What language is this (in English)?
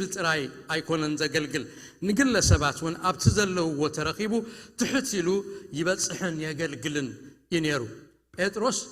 Tigrinya